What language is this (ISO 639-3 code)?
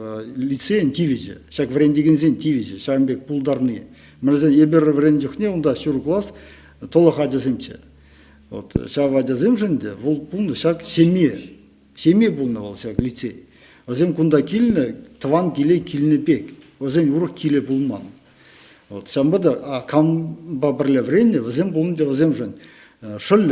chv